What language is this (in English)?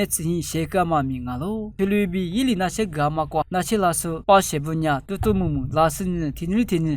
Lisu